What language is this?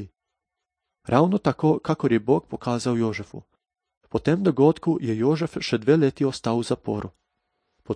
Slovenian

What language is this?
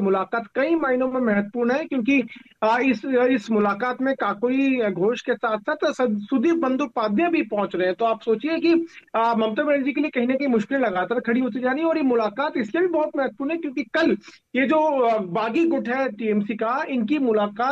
Hindi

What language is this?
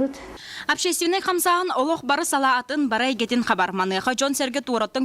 Yakut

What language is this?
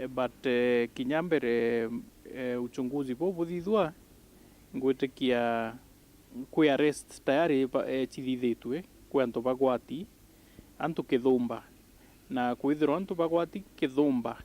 Meru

